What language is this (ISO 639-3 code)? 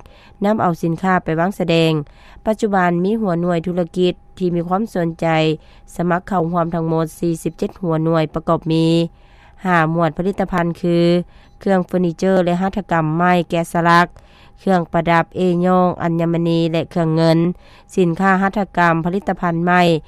lao